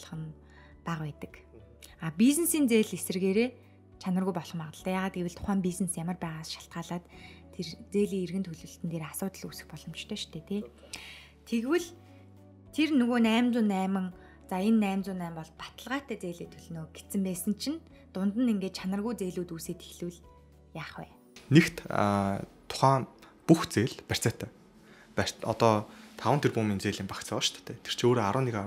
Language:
Mongolian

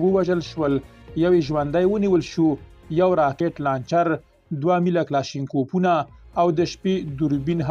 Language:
Pashto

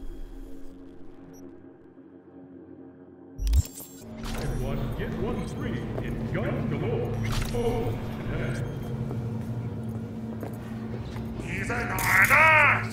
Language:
Chinese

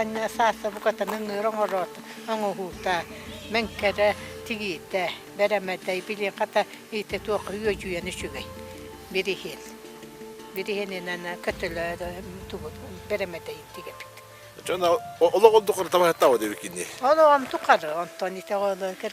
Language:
Yakut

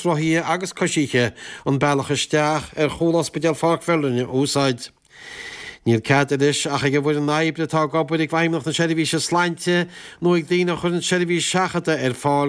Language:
Irish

